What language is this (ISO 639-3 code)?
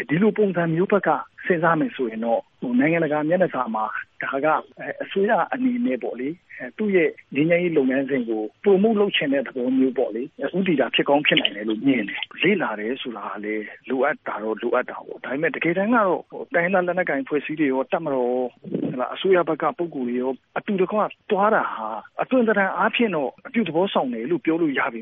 mya